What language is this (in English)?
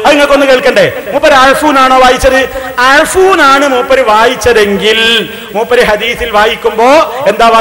Malayalam